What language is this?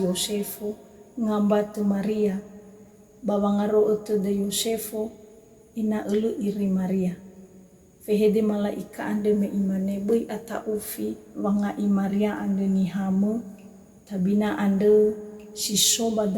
Nias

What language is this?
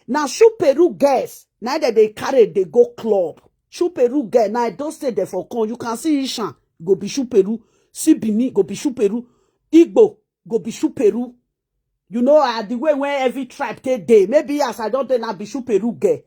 Nigerian Pidgin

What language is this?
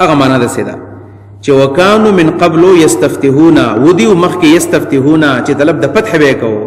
Pashto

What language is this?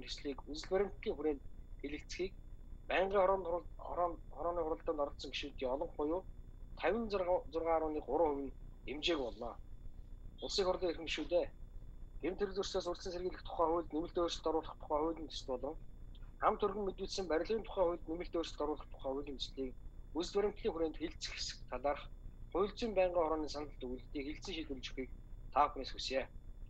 Mongolian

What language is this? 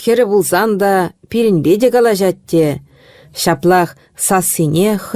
Chuvash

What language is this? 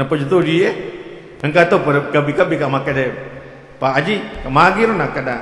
Buginese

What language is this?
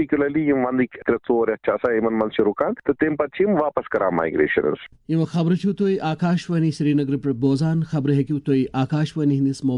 Kashmiri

